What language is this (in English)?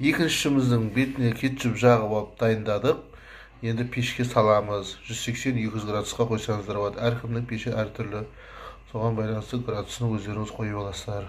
Kazakh